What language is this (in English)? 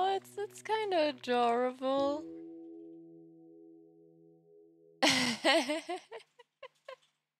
English